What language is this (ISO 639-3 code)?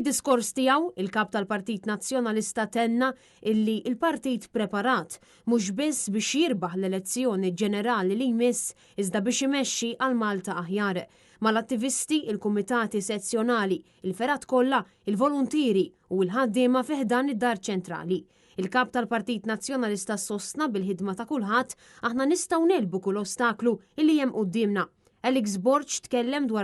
mlt